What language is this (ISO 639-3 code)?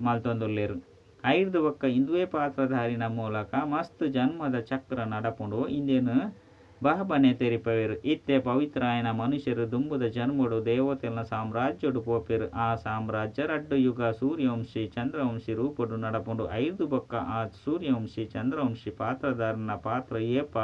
tcy